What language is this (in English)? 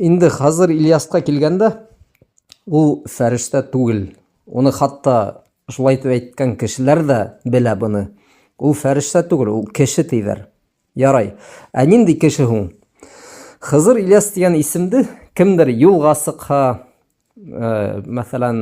Bashkir